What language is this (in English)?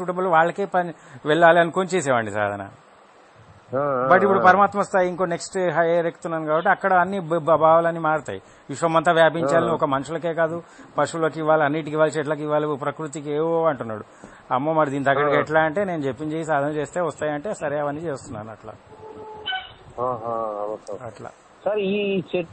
Telugu